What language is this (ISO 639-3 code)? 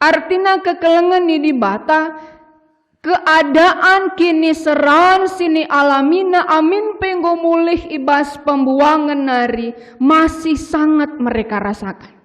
btx